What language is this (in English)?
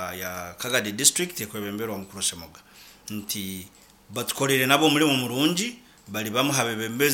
Nyankole